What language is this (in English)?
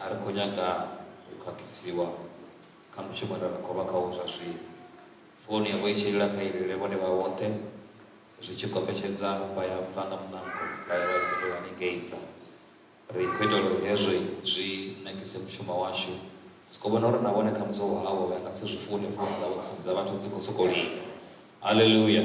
Venda